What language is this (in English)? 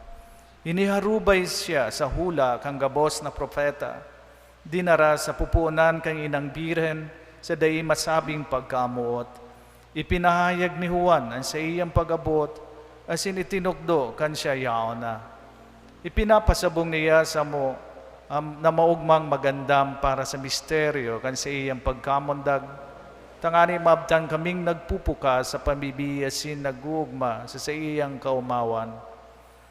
Bikol